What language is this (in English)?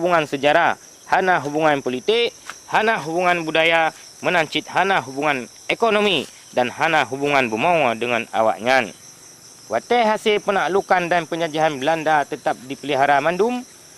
Achinese